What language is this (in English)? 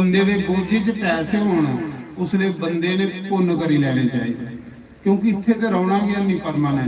Dogri